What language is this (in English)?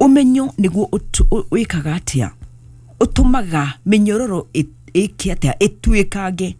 Kikuyu